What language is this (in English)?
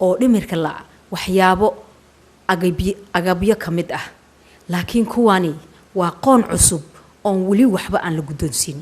Somali